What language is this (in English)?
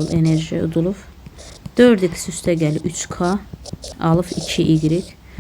Azerbaijani